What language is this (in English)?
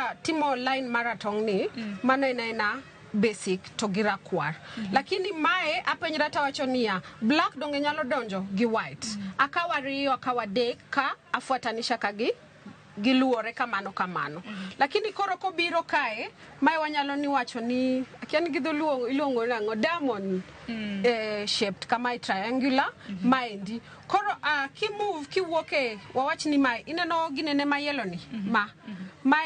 Luo (Kenya and Tanzania)